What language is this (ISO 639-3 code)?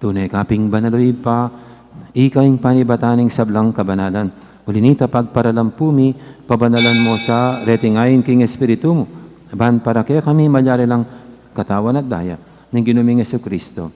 pam